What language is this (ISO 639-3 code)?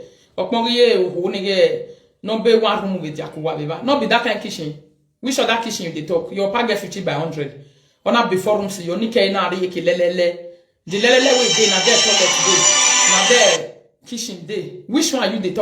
pcm